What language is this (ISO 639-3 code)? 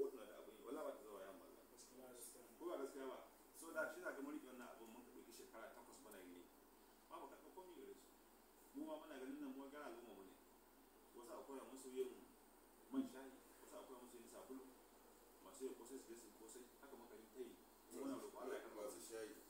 hau